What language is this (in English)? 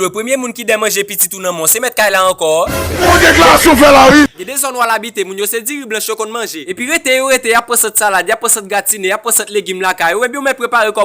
Haitian Creole